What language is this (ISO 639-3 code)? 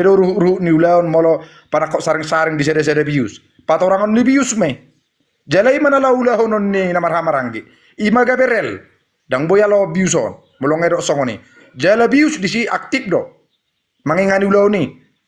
bbc